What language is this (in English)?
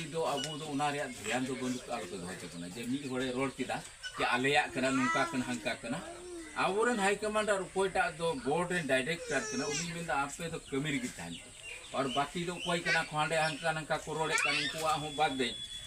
Santali